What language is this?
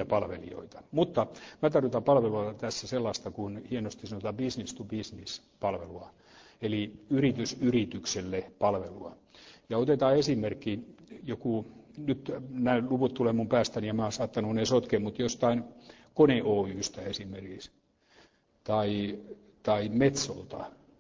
Finnish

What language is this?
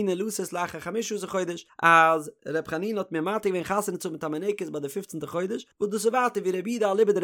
Yiddish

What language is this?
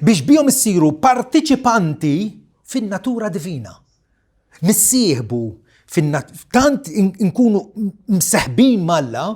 Maltese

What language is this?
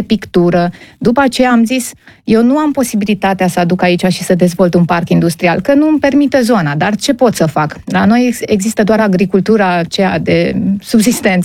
Romanian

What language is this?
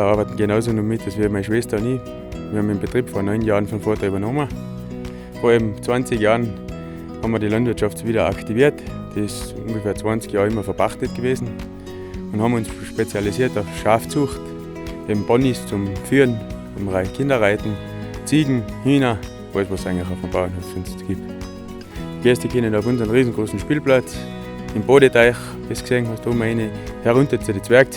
Bavarian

